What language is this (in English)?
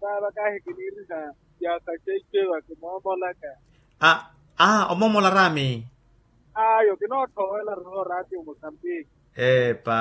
Makhuwa